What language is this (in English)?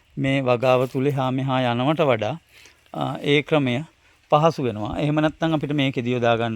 Sinhala